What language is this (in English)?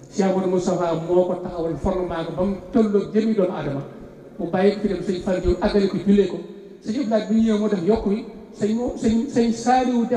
Wolof